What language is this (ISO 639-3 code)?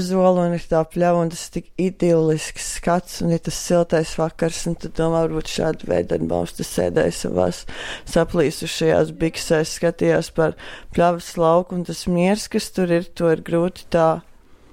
lav